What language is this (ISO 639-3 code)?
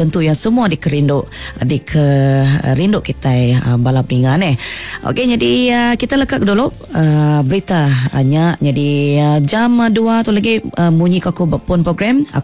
iba